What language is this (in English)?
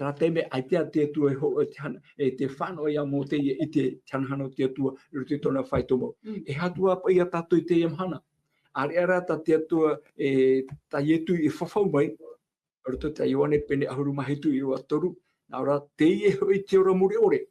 Tahitian